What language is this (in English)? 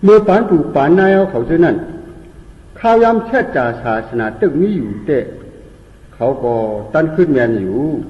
Shan